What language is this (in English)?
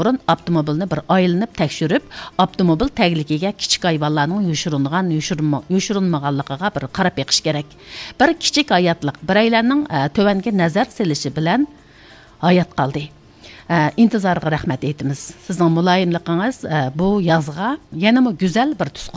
Uyghur